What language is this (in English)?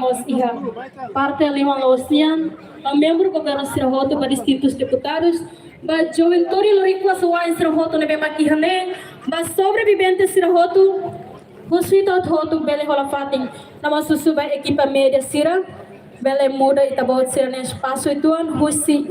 Tetum